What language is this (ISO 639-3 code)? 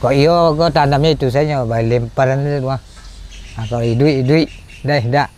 min